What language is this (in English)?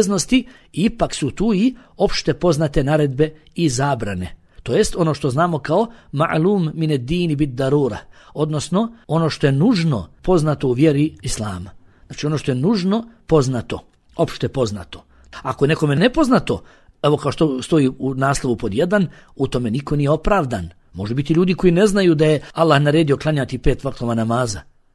Bosnian